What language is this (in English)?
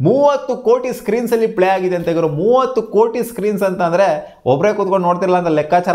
Kannada